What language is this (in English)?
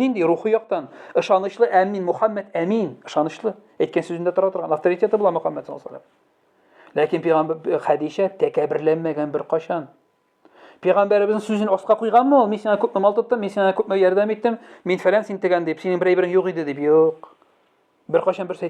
Tatar